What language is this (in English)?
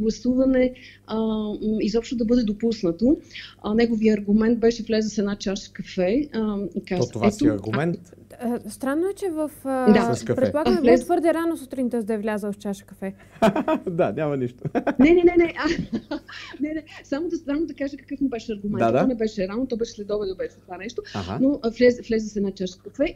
Bulgarian